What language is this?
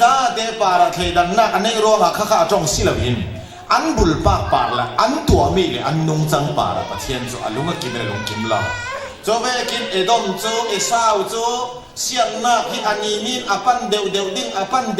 Falam Chin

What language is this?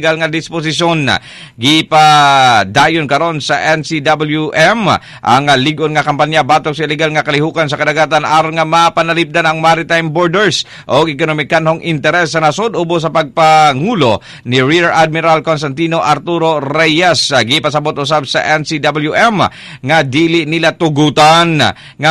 Cebuano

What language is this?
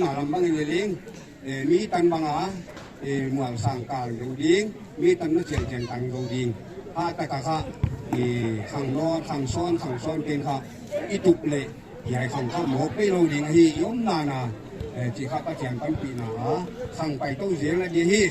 Paite Chin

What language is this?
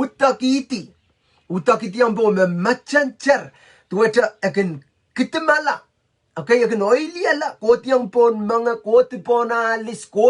Pohnpeian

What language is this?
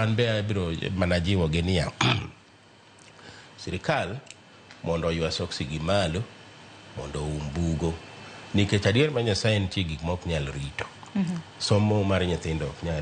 Luo (Kenya and Tanzania)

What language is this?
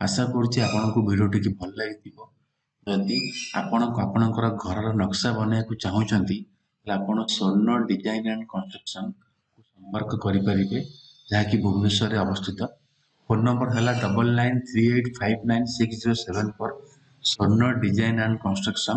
Odia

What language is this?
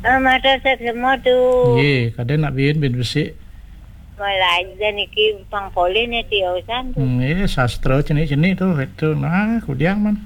Balinese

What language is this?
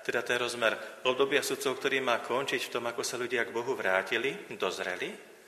Slovak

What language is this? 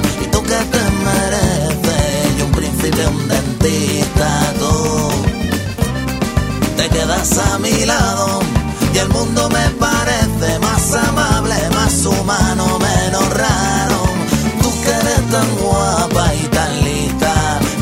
Spanish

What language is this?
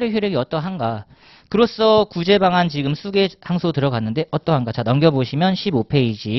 Korean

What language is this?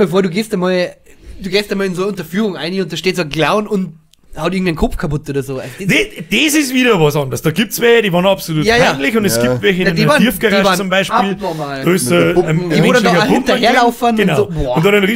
Bavarian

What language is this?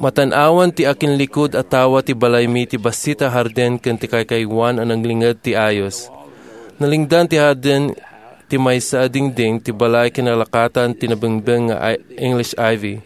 Iloko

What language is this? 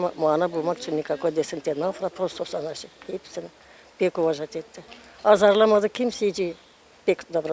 Gagauz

